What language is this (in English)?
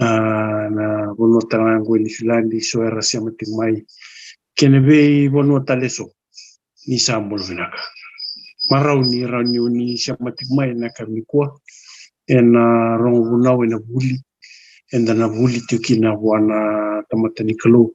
Fijian